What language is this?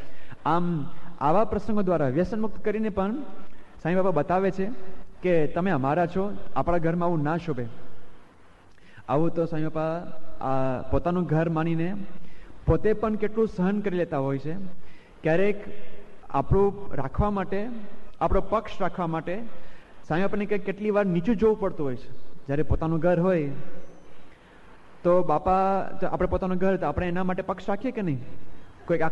Gujarati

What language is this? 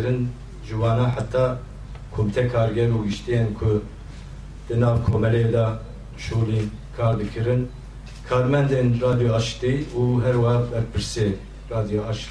Kurdish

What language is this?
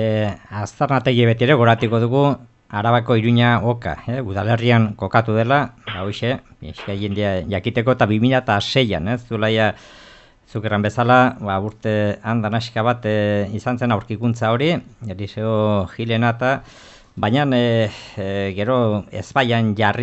Basque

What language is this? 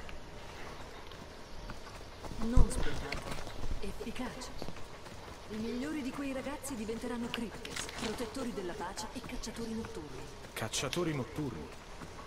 Italian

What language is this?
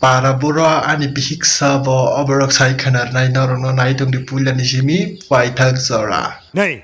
Kok Borok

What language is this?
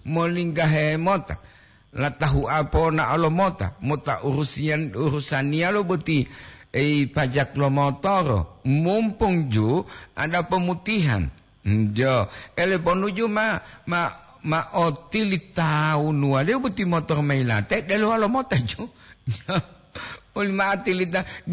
Gorontalo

